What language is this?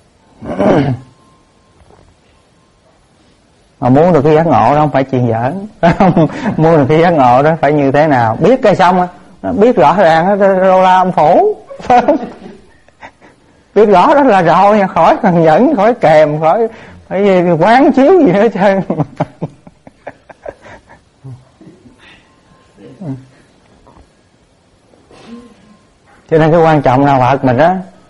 Vietnamese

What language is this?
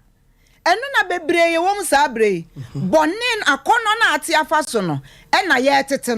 Akan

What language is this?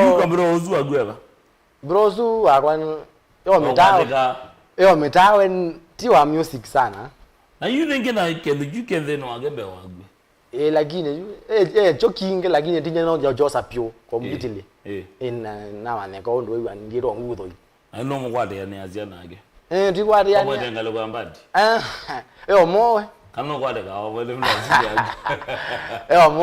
Kamba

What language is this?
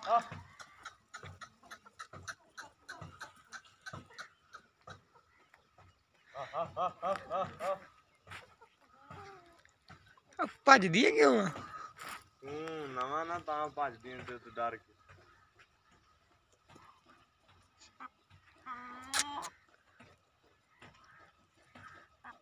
Punjabi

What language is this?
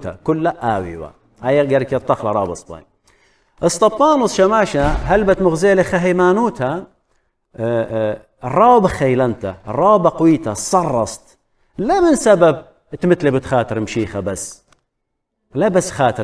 Assyrian Neo-Aramaic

